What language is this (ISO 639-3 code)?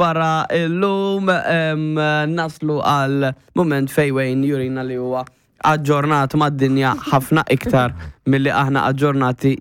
mlt